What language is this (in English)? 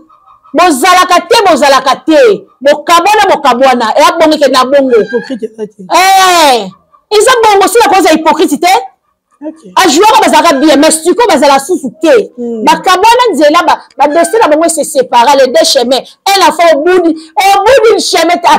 Lingala